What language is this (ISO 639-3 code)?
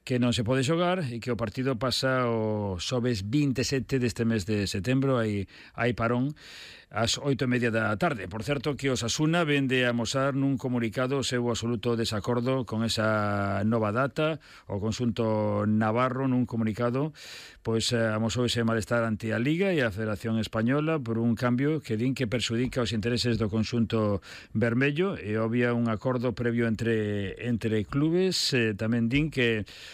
glg